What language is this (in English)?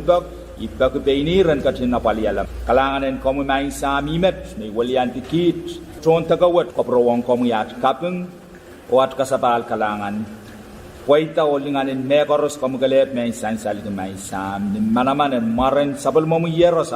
Pohnpeian